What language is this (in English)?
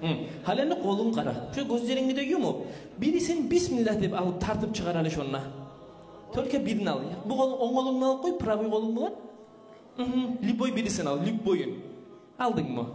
Kumyk